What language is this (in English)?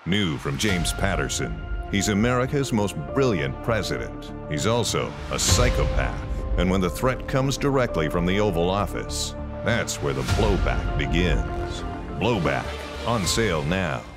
English